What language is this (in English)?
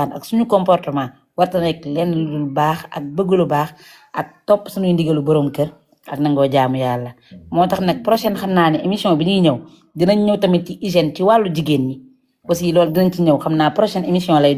Wolof